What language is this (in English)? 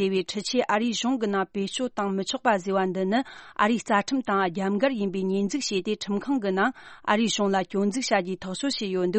Tibetan